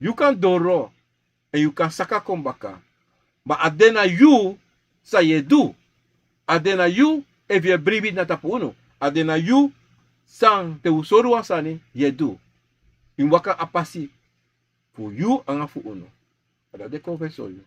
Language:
Sranan Tongo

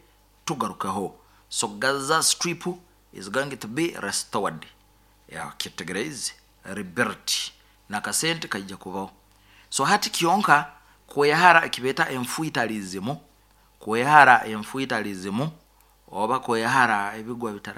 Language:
Nyoro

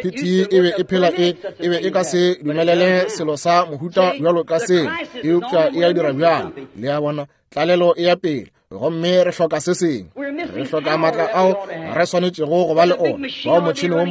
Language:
Northern Sotho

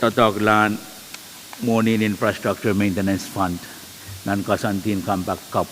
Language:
Pohnpeian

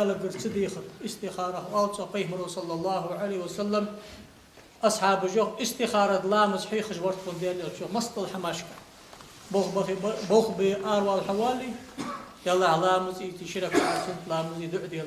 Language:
Ingush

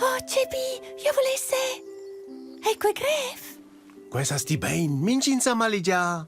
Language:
Romansh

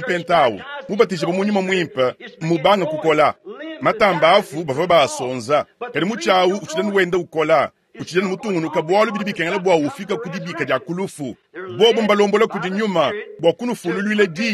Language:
Luba-Lulua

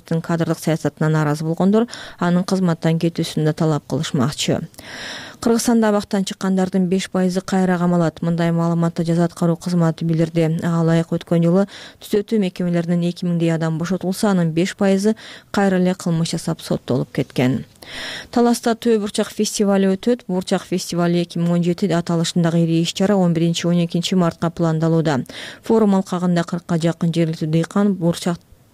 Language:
Kyrgyz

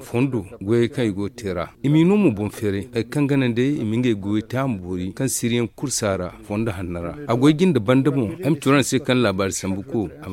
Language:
Zarma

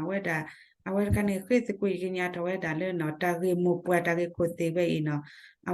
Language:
S'gaw Karen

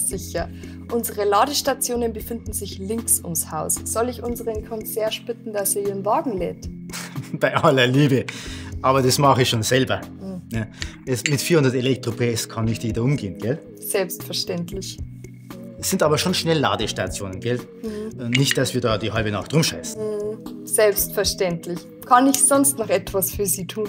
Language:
Bavarian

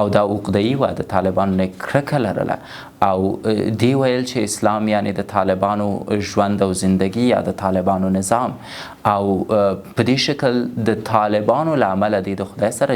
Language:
Pashto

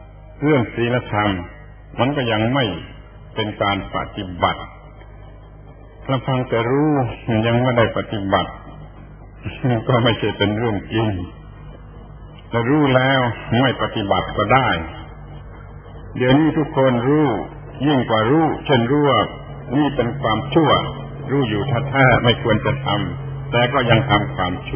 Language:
Thai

